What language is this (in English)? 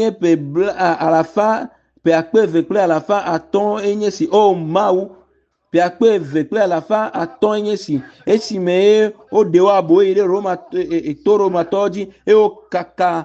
Ewe